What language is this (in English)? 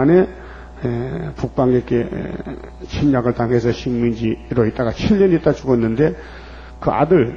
Korean